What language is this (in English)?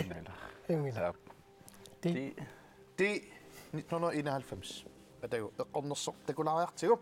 Kalaallisut